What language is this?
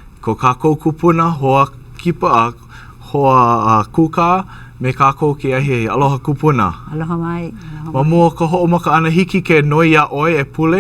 Hawaiian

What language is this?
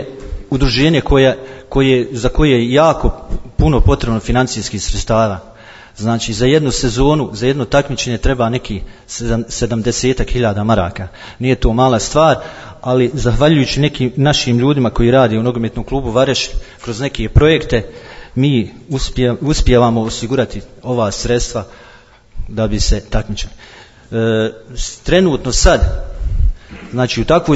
Bosnian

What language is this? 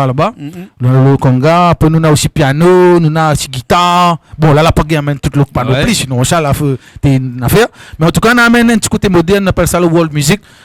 Réunion Creole French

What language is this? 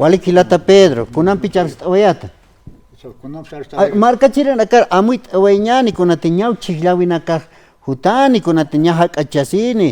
Aymara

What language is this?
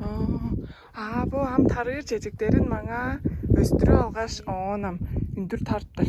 Tuvinian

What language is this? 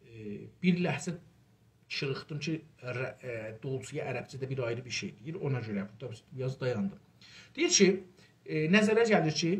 South Azerbaijani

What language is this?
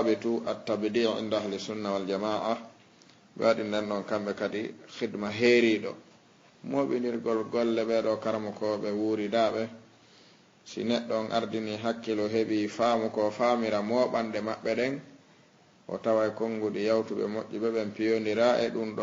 Fula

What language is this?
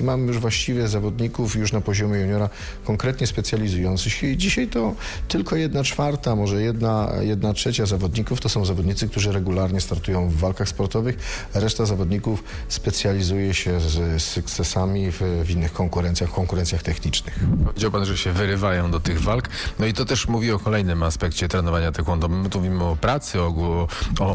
Polish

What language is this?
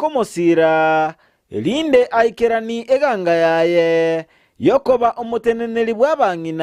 Gusii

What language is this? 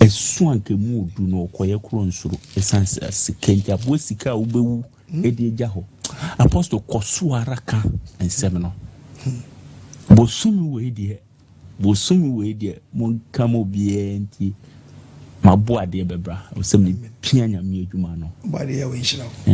Akan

